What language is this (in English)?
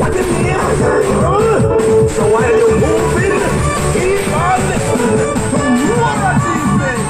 Jamaican Creole English